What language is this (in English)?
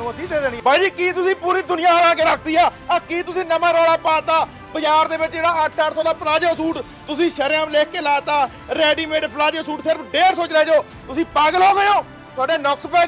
Punjabi